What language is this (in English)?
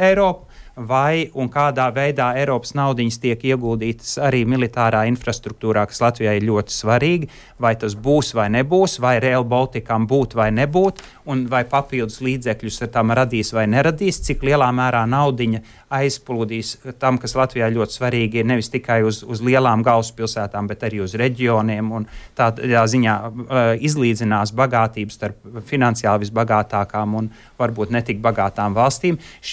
Latvian